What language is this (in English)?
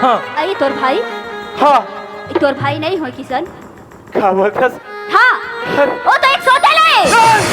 Chhattisgarhi